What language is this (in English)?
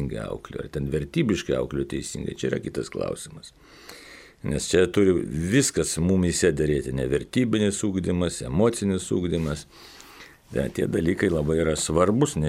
Lithuanian